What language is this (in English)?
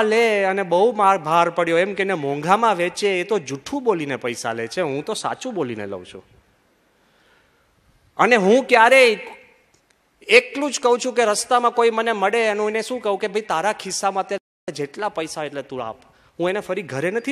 Gujarati